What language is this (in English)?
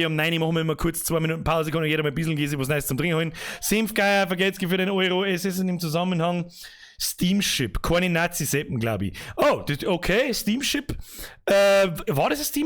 Bavarian